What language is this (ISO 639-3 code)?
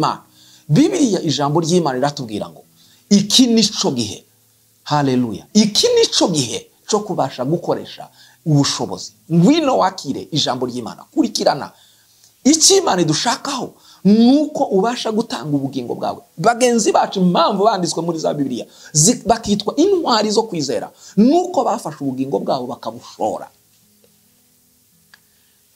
kin